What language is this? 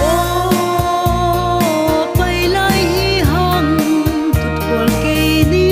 Paite Chin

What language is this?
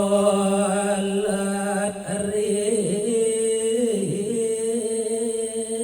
Balinese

